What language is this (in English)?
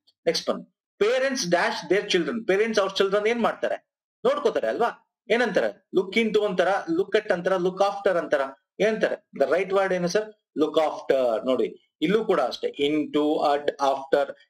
Kannada